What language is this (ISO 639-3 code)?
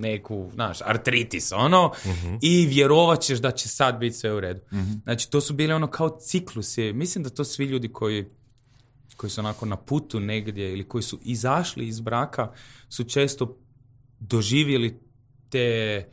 hrv